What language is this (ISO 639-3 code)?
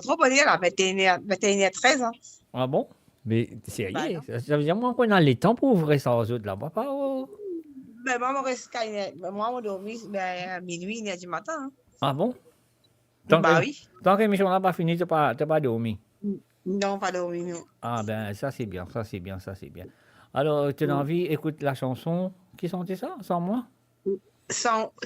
mfe